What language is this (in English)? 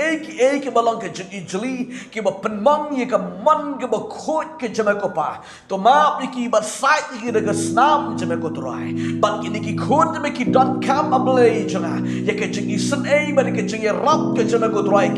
Khasi